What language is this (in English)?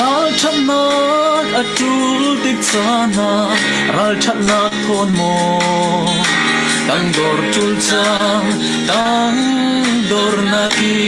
Falam Chin